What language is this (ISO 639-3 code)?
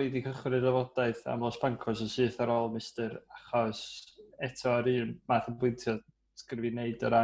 cym